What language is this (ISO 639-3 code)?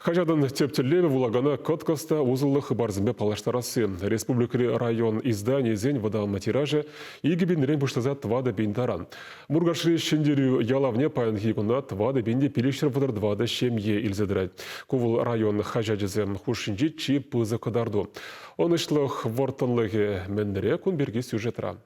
chv